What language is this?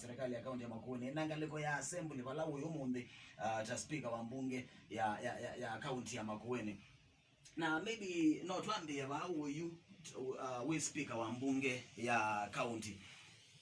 Kamba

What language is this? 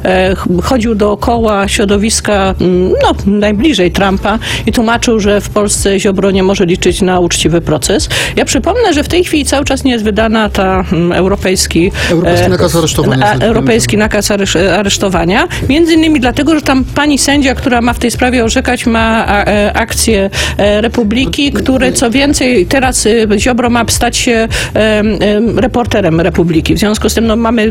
Polish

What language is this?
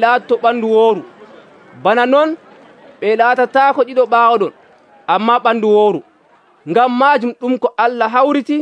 Nigerian Fulfulde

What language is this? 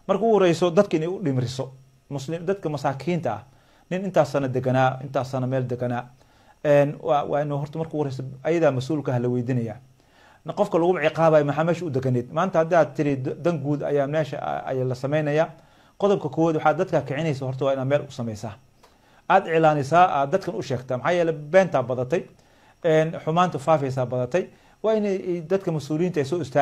Somali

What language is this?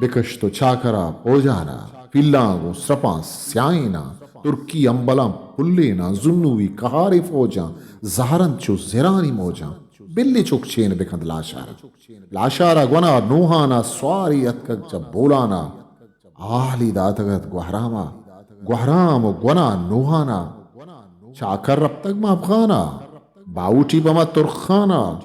Eastern Balochi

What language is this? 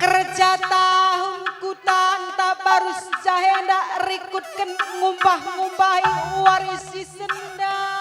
Batak Karo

